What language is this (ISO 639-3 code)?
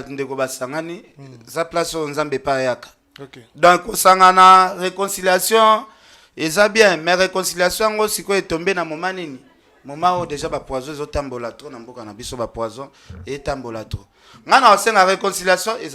lin